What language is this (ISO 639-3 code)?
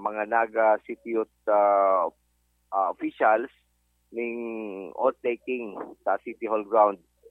bik